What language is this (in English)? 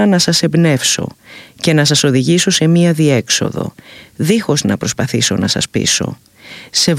Greek